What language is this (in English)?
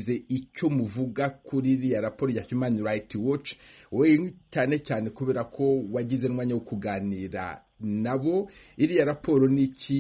Kinyarwanda